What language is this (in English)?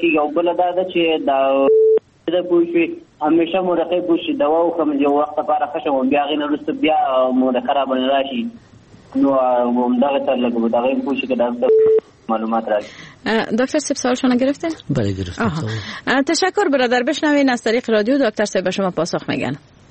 Persian